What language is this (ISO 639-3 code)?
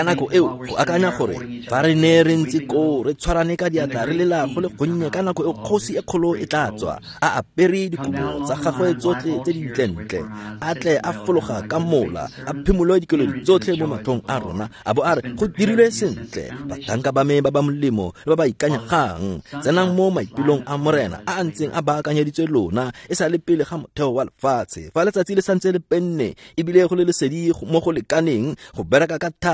tsn